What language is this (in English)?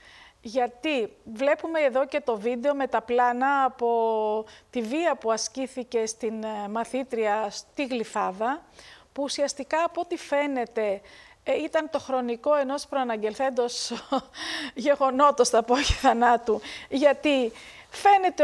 Greek